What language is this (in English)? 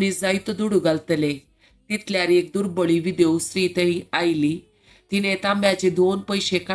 Konkani